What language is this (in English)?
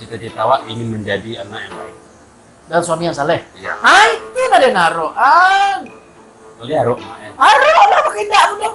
Minangkabau